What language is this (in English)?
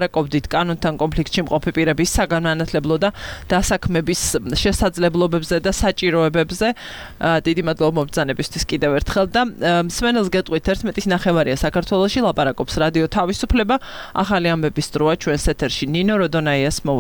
Georgian